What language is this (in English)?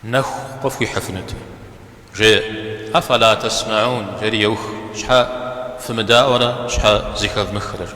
Kabardian